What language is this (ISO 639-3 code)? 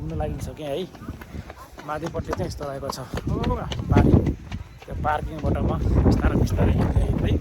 nep